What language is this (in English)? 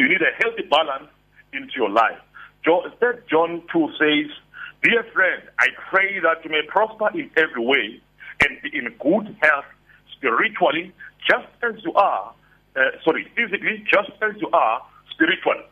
English